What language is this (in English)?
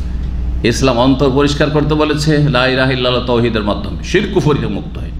Bangla